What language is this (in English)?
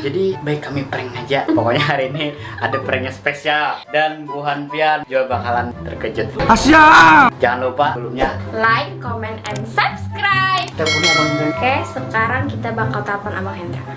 Banjar